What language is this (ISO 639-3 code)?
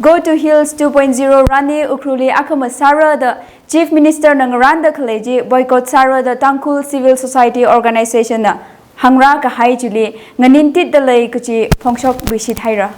nmf